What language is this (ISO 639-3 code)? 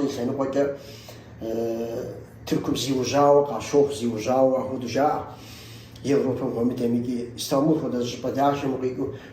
kbd